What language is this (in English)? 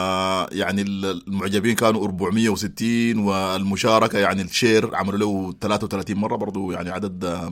Sudanese Arabic